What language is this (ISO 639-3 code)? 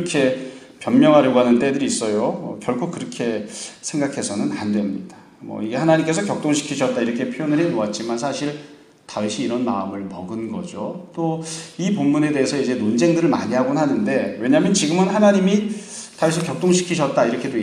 kor